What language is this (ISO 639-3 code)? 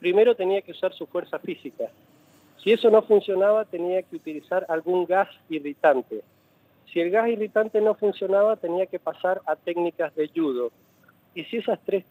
spa